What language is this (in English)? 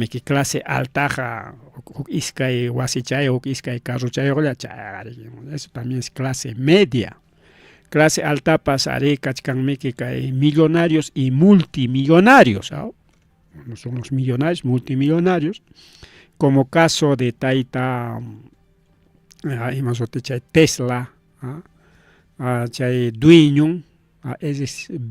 Ayacucho Quechua